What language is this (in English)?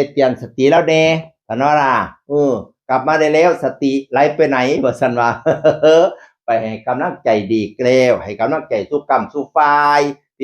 Northeastern Thai